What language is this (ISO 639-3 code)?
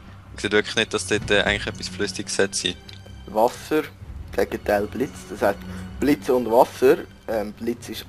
gsw